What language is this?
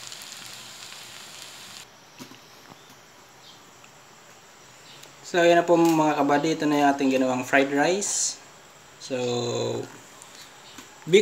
Filipino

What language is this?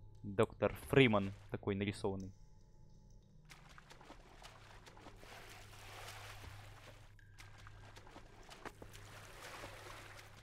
Russian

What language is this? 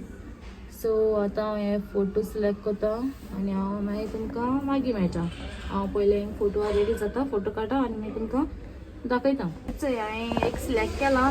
Konkani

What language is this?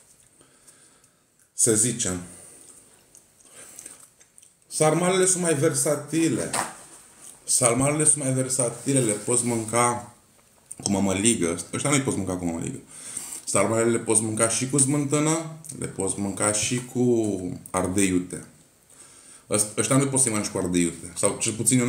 Romanian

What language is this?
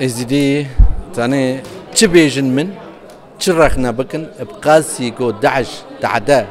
Kurdish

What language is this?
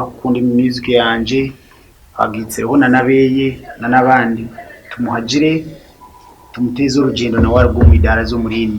Nyankole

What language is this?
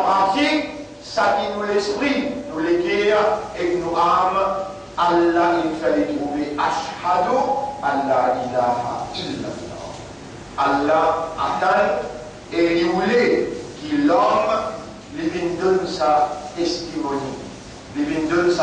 Morisyen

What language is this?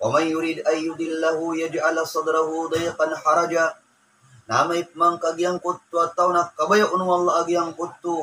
Maranao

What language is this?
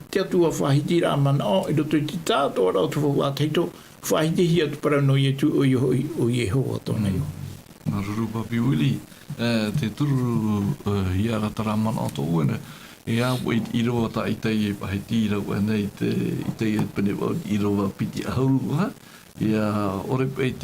Tahitian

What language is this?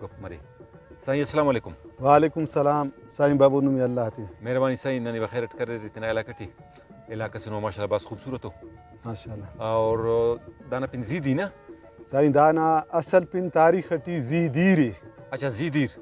Brahui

